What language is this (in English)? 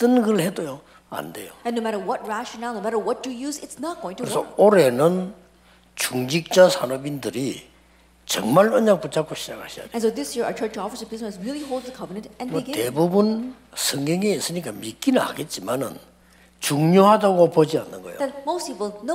Korean